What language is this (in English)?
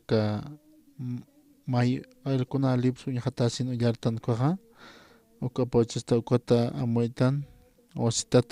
Aymara